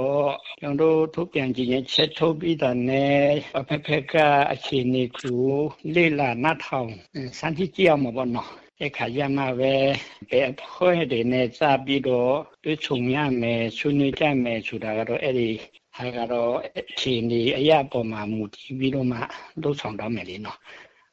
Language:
Burmese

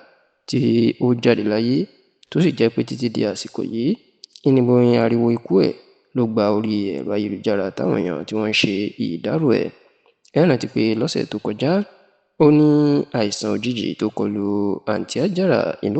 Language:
Yoruba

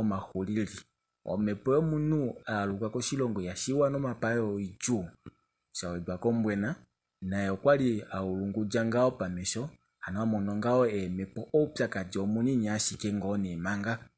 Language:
Kuanyama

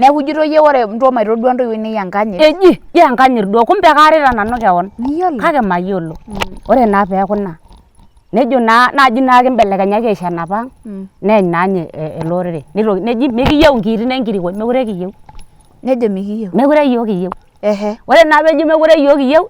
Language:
Masai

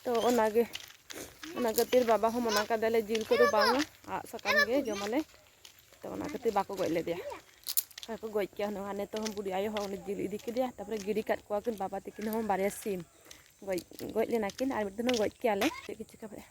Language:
Santali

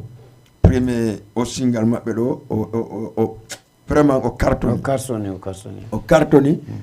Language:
Fula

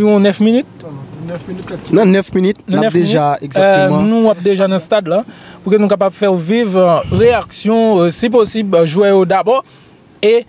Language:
Haitian Creole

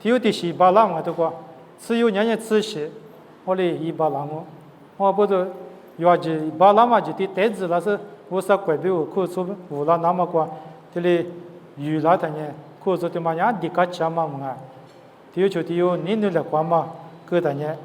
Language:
Lisu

